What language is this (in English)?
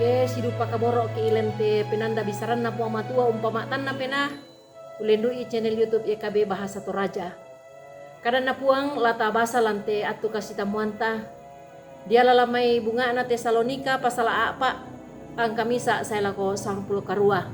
Toraja-Sa'dan